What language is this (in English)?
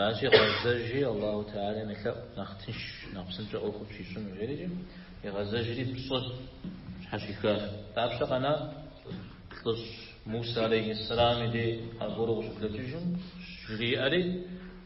Kabardian